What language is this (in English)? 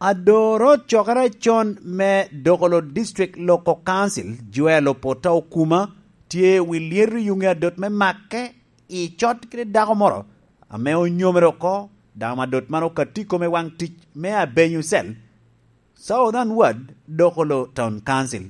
Lango (Uganda)